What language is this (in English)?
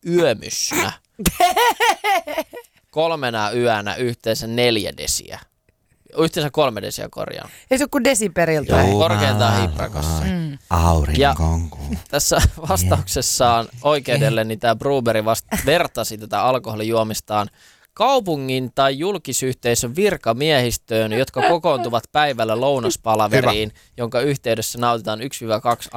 Finnish